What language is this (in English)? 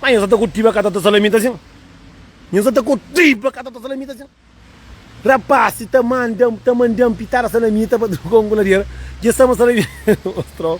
Kabuverdianu